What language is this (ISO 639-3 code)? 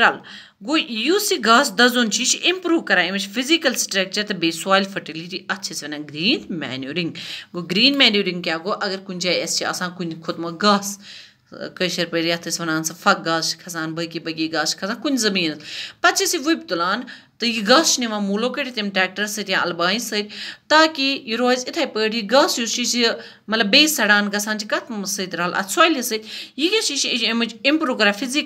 kas